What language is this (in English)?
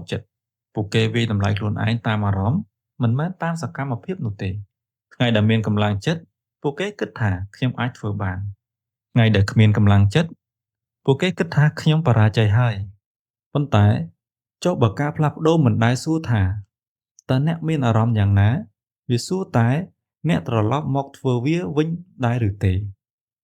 Khmer